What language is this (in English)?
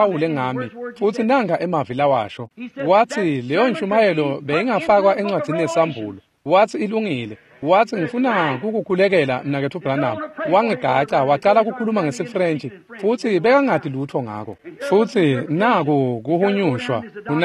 Swati